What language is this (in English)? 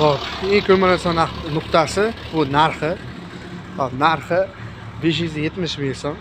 Uzbek